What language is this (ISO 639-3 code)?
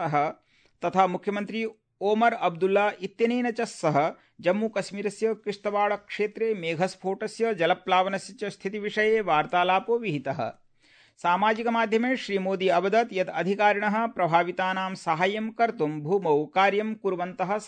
san